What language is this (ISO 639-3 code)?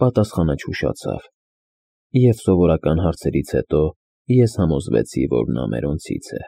hye